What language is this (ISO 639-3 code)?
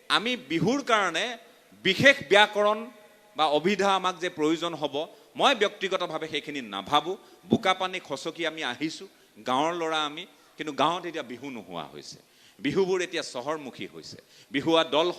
asm